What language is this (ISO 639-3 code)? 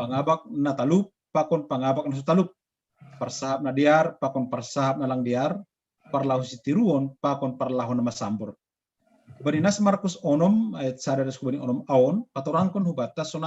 bts